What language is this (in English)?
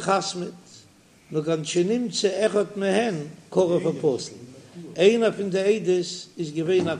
Yiddish